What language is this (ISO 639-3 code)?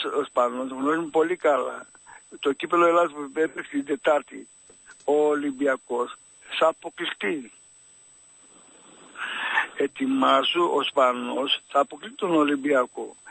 ell